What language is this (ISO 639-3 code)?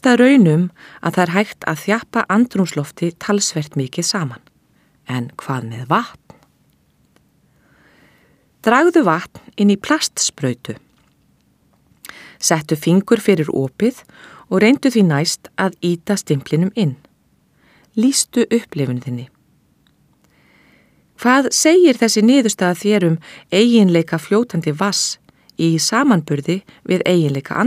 isl